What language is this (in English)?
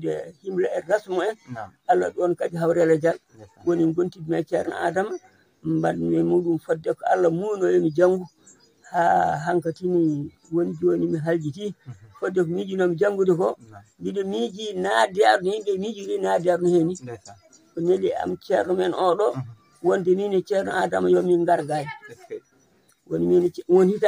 Fula